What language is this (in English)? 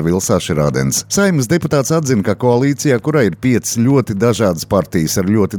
Latvian